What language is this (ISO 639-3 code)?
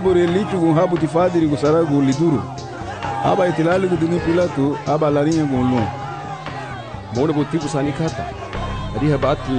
cab